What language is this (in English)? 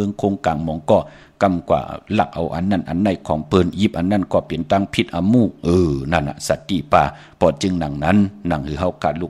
Shan